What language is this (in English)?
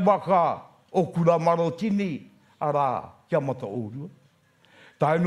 Māori